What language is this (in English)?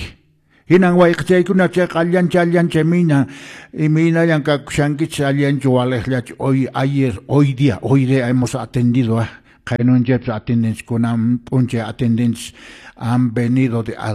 Quechua